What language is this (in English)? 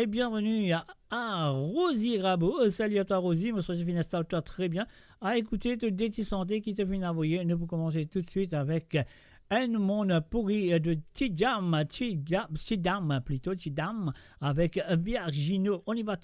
Morisyen